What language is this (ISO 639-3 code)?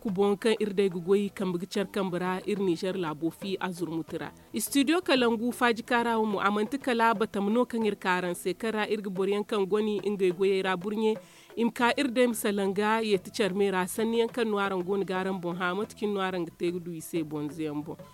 dje